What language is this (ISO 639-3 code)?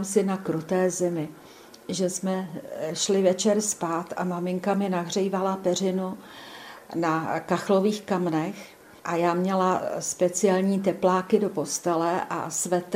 ces